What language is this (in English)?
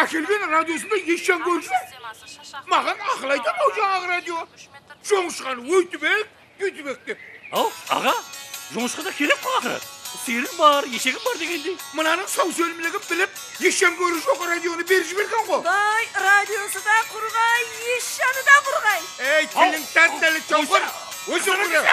Kara-Kalpak